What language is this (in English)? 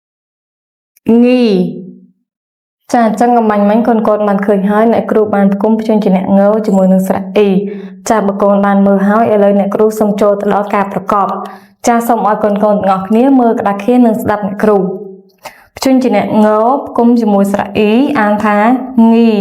Khmer